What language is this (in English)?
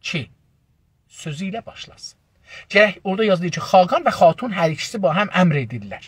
South Azerbaijani